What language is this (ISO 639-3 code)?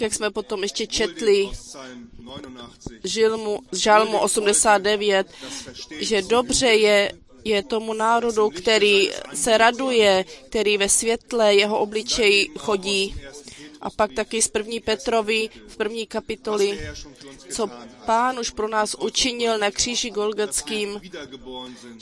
ces